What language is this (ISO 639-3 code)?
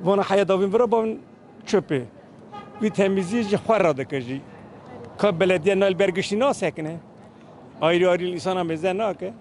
kur